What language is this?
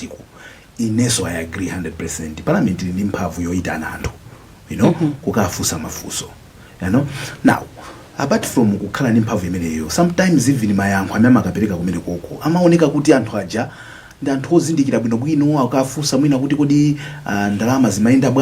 Nyanja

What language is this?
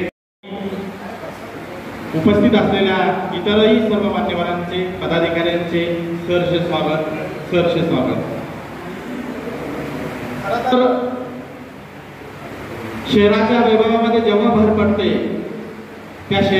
Marathi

